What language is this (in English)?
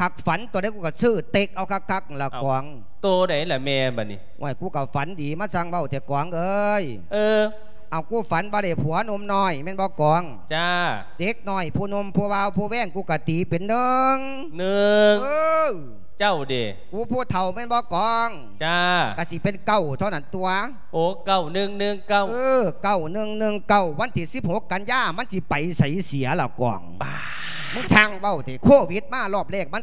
Lao